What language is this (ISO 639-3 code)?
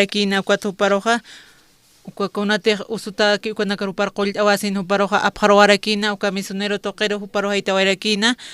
aym